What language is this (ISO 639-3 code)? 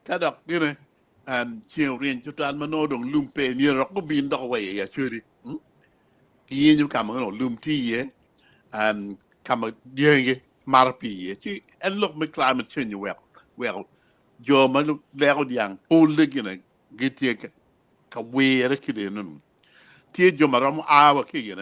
ach